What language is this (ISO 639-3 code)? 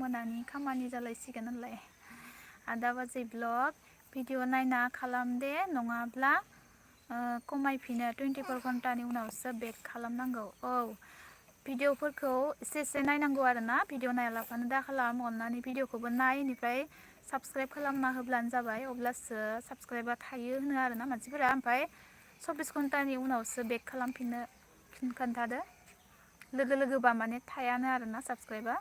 brx